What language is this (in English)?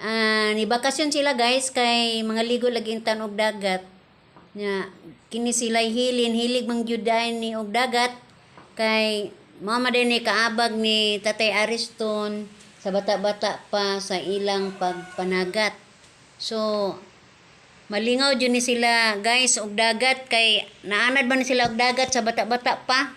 Cebuano